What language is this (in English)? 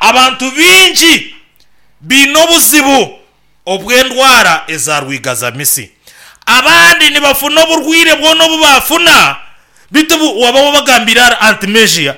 Nyankole